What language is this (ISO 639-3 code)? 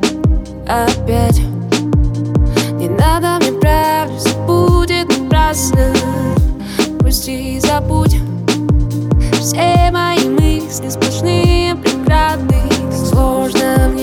rus